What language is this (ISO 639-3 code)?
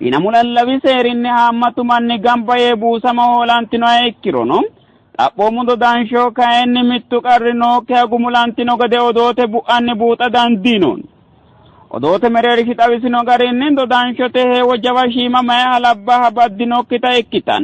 sid